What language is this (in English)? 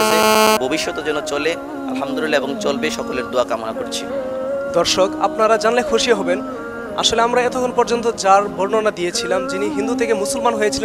Bangla